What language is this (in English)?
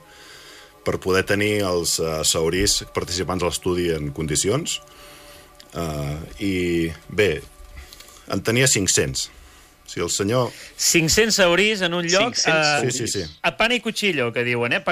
Catalan